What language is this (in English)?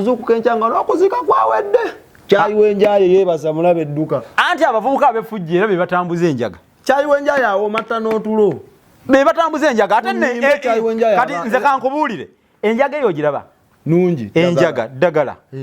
Ganda